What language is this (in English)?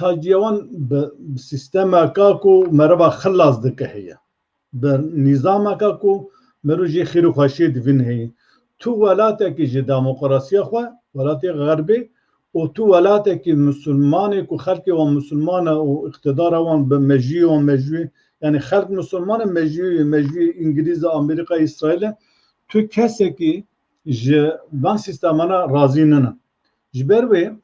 Kurdish